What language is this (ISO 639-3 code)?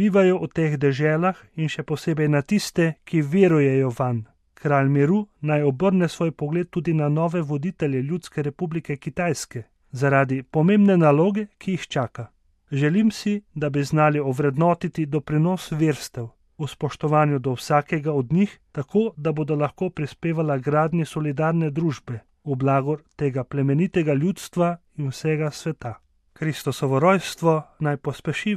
slv